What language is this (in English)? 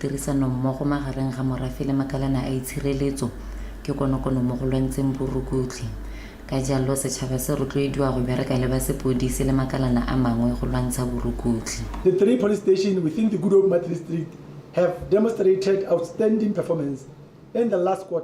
Tswana